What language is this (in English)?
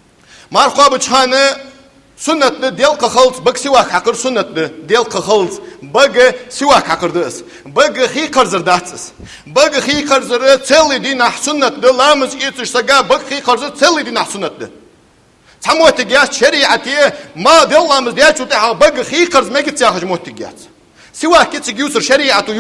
Ingush